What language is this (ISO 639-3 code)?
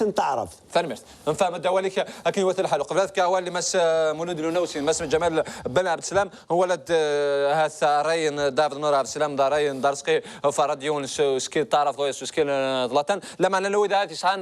kab